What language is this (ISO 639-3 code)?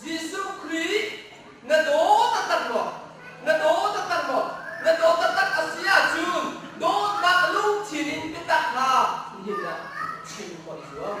cnh